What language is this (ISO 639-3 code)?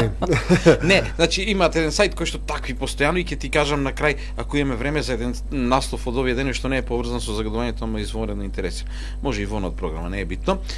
mkd